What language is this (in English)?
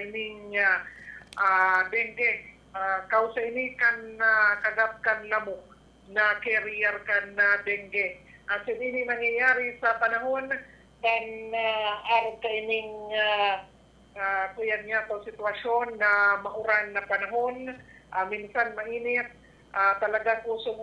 Bikol